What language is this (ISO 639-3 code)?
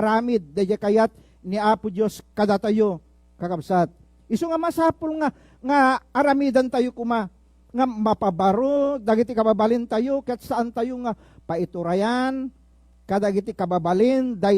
ilo